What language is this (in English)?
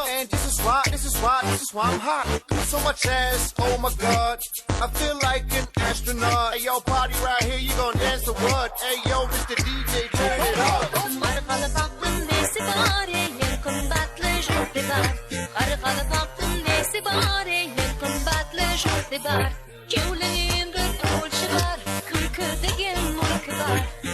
Kara-Kalpak